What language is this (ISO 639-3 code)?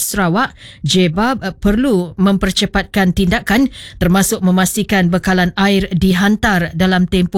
msa